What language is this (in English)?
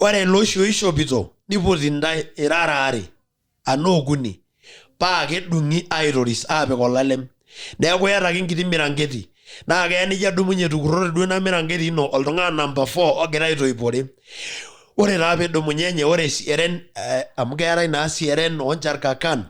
Masai